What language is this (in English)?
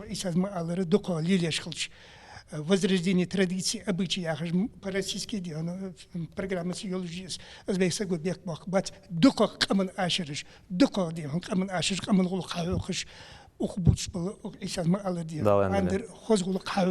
Ingush